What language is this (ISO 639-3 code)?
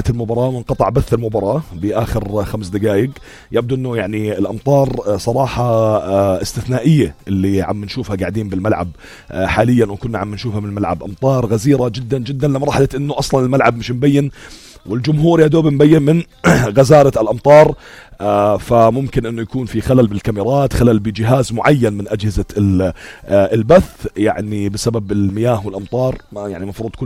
apc